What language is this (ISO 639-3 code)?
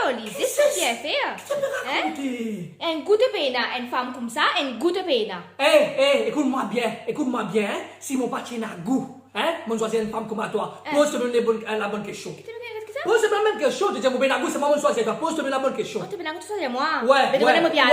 mfe